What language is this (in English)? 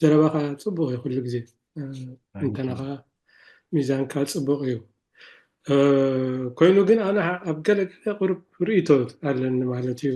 Tigrinya